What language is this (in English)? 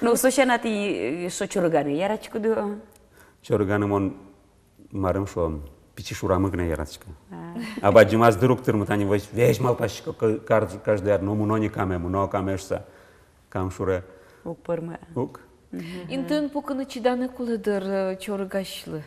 Udmurt